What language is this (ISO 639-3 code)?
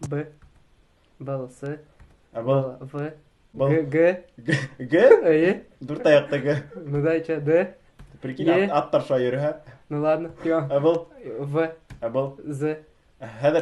bak